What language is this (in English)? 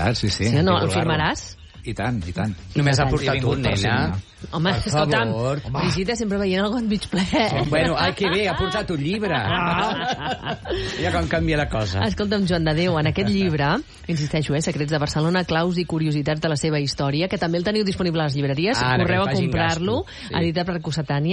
Catalan